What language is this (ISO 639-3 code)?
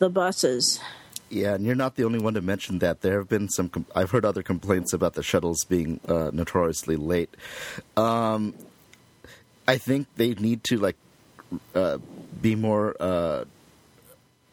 eng